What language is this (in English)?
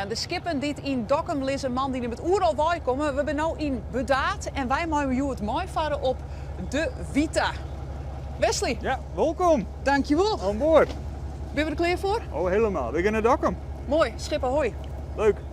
Western Frisian